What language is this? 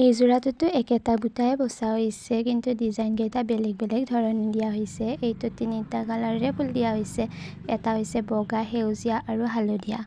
Assamese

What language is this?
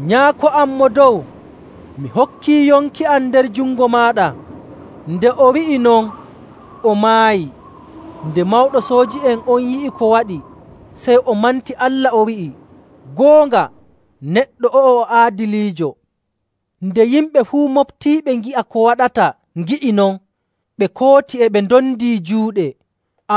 Nigerian Fulfulde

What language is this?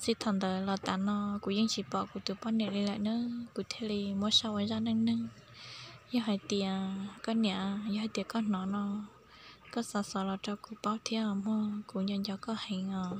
Hmong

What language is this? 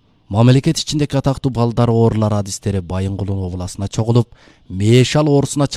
Kyrgyz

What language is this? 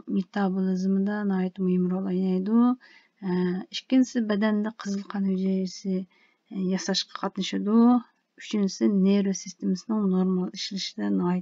Uyghur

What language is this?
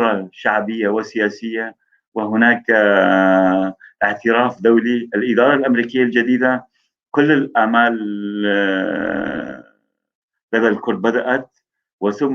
North Levantine Arabic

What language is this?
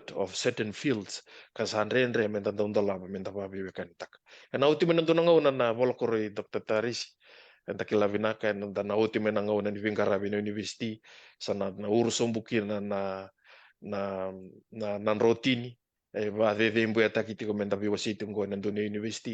Fijian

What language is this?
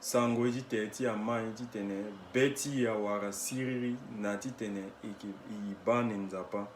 Sango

